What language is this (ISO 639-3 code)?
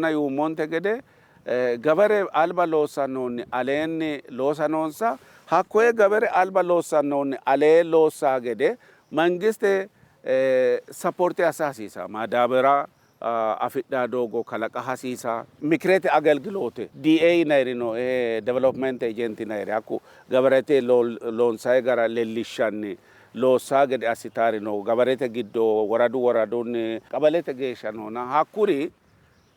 sid